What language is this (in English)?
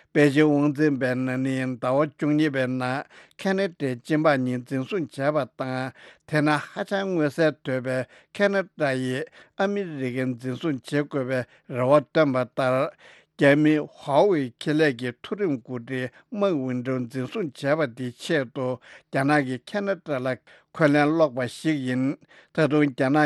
Tibetan